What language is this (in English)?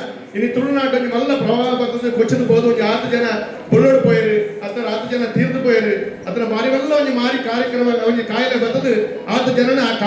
Tulu